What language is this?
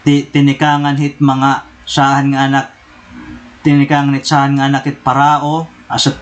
Waray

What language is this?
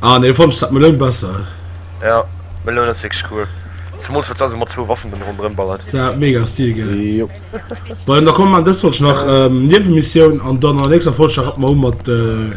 Luxembourgish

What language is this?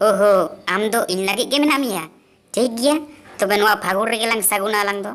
Santali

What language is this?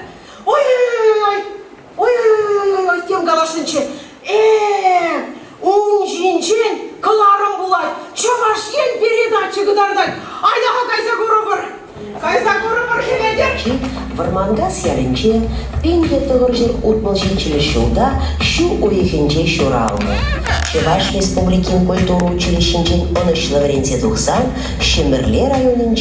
Chuvash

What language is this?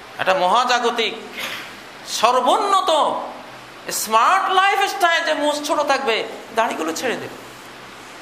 Bangla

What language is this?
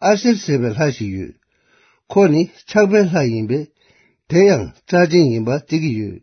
Tibetan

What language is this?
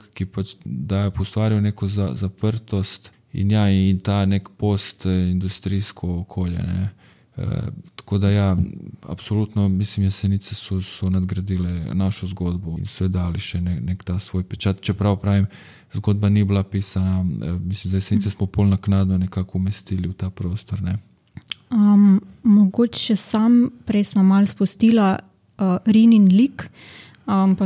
Slovenian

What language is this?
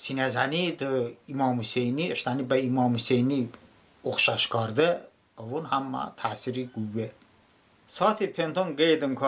Talysh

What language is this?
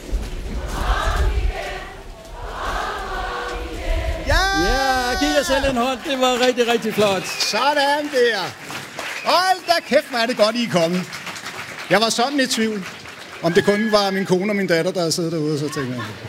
Danish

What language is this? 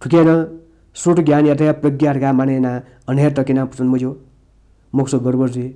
Newari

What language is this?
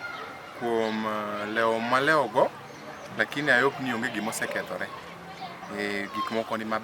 Luo (Kenya and Tanzania)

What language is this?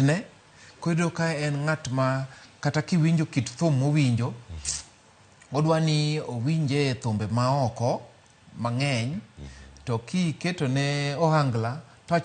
Luo (Kenya and Tanzania)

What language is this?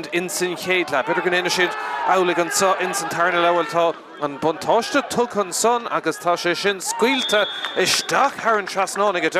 Irish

